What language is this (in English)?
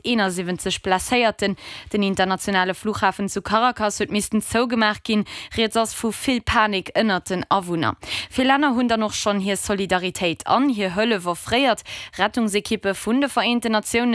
Luxembourgish